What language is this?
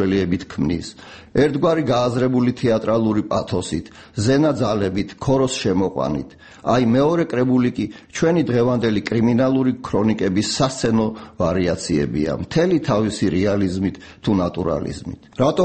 Georgian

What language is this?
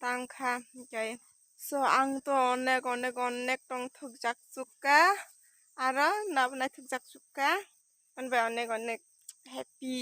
Kok Borok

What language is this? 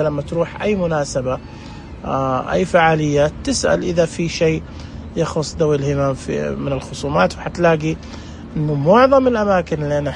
Najdi Arabic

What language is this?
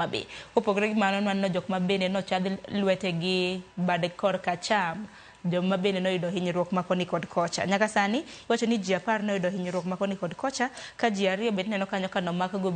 Luo (Kenya and Tanzania)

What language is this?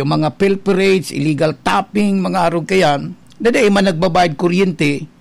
Bikol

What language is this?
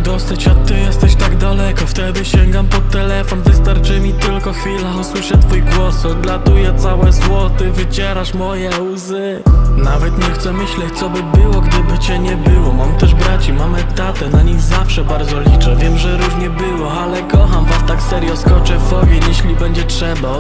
Polish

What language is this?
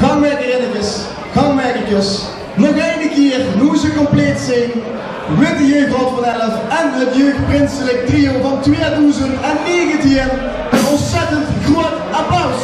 Limburgish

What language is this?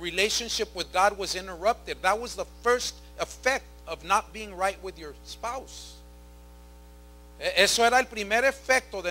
Spanish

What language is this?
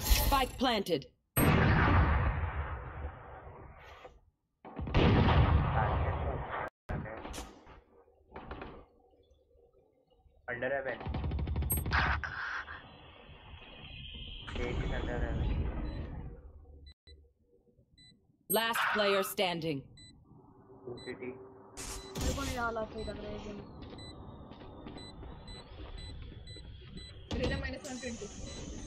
Hindi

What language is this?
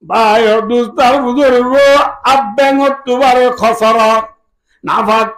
Rohingya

